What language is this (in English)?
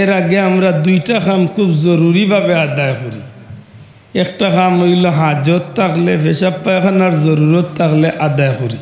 Sylheti